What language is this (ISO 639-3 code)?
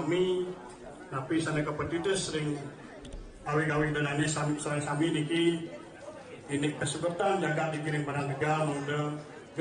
ban